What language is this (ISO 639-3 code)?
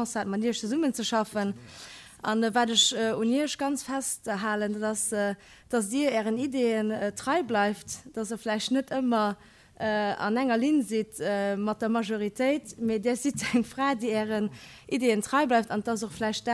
ltz